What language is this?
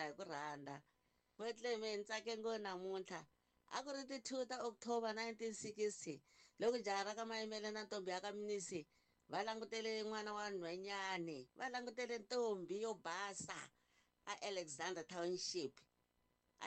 Tsonga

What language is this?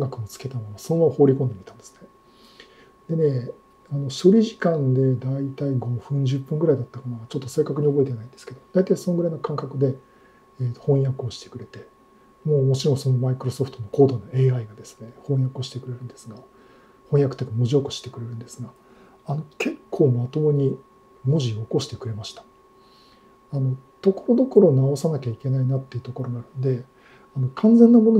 Japanese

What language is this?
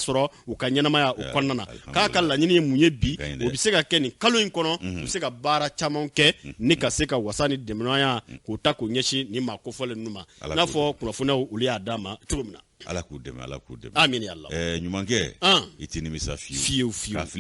Bambara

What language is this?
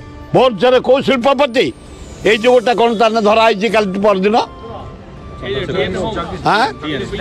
Odia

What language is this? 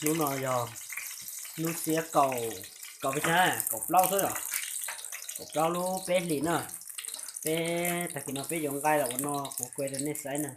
Hmong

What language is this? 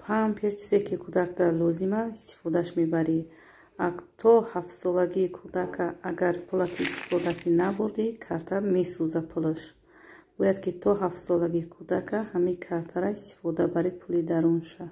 Tajik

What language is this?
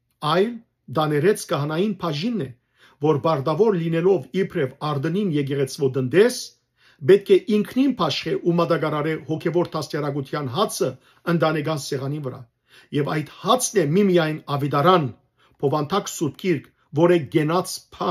Western Armenian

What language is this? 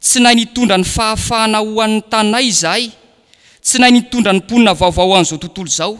Malagasy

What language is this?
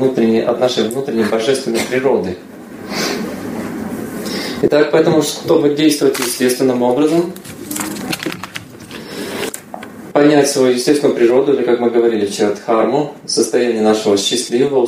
Russian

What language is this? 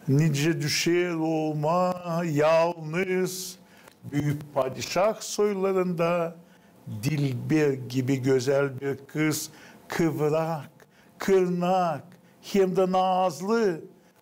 Gagauz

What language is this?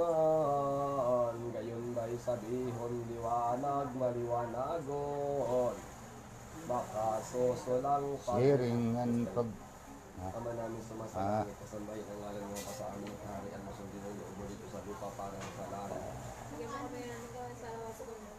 Bikol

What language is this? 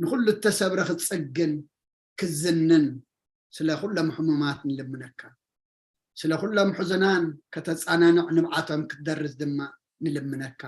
Tigrinya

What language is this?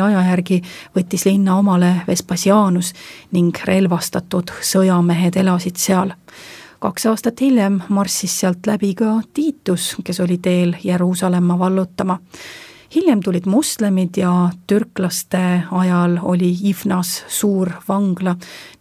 Estonian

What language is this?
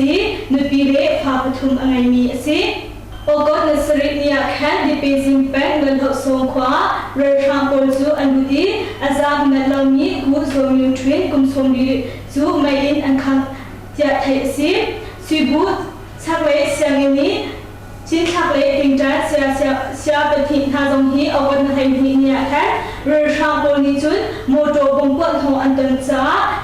Hakha Chin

